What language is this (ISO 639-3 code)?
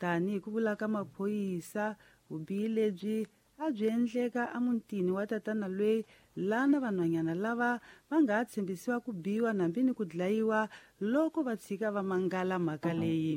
tso